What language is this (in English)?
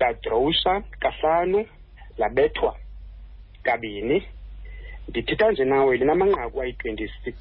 Xhosa